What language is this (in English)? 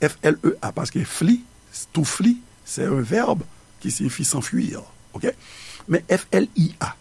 Haitian Creole